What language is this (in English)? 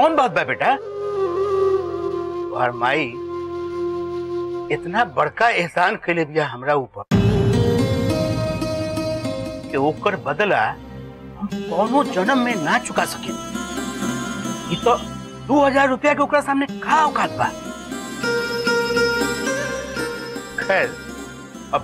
Bhojpuri